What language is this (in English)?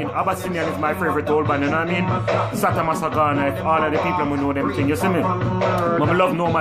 Jamaican Creole English